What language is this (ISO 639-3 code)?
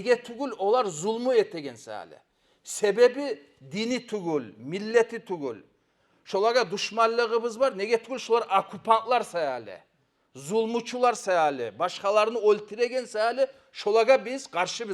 kum